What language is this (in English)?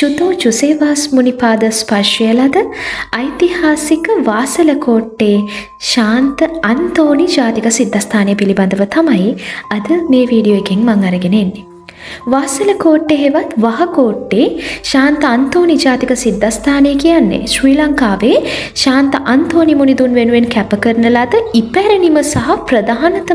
Sinhala